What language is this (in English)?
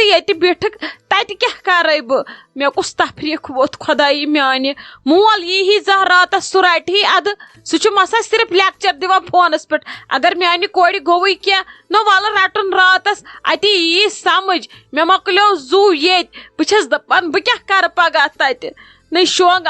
Kashmiri